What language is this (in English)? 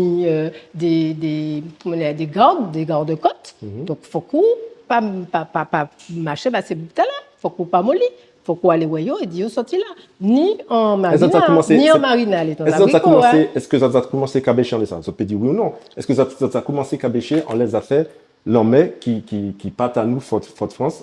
Guadeloupean Creole French